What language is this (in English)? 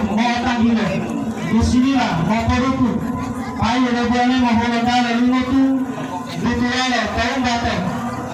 Gorontalo